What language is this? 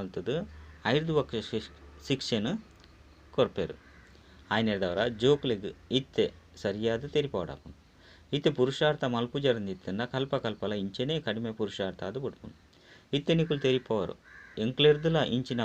Tulu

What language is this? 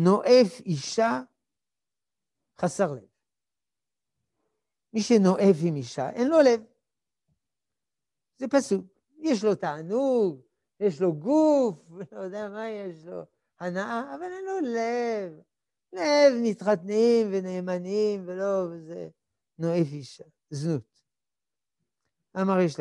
Hebrew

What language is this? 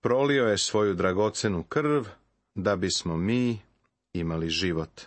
Serbian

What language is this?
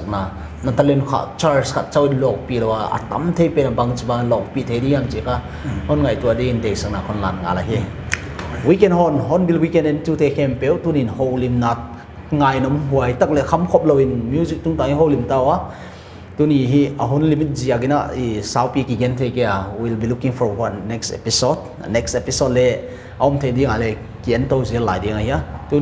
Paite Chin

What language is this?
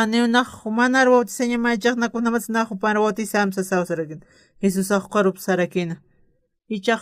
Aymara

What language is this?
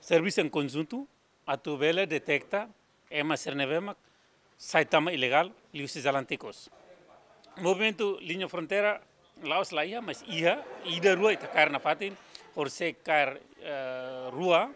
Tetum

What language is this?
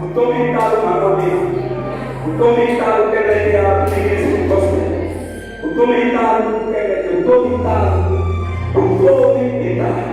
Tsonga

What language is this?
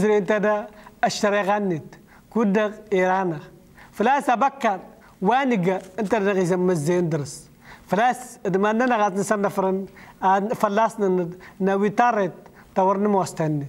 Kabyle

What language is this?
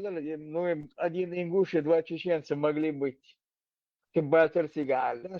Chechen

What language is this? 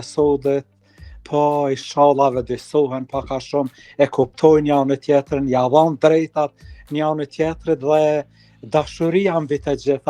Albanian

